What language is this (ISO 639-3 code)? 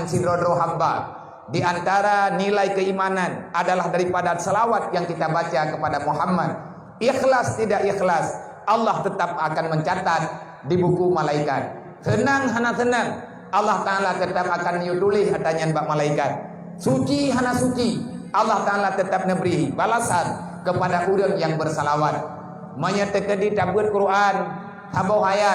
ace